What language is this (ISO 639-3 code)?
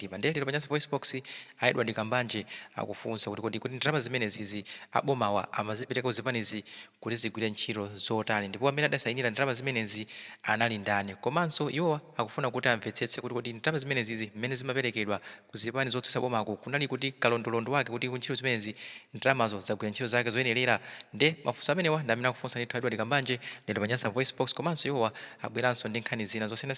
nya